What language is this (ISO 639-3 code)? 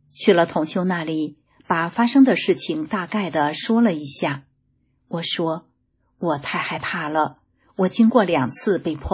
zho